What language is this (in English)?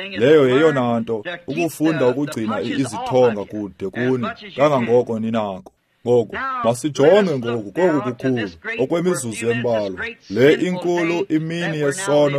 Xhosa